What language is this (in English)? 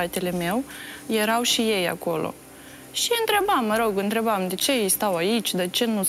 Romanian